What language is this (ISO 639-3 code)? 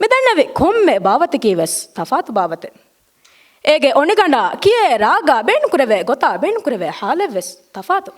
div